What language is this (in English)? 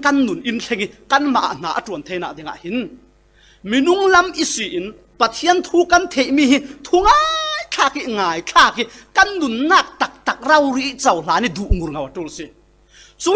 Falam Chin